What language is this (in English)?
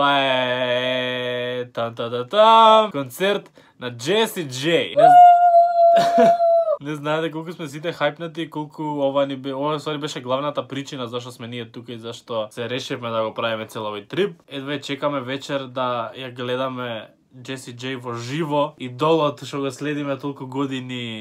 Macedonian